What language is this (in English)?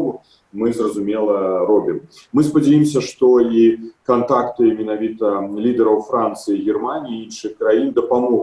Belarusian